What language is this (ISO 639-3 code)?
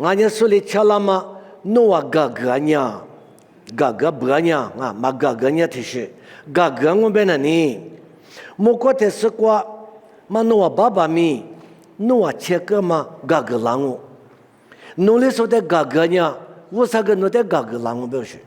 lis